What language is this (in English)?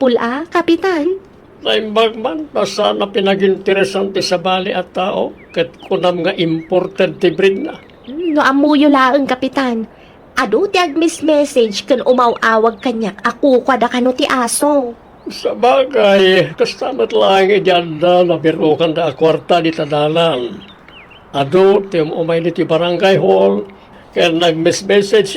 Iloko